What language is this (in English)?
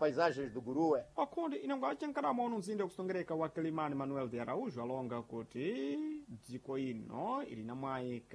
Sena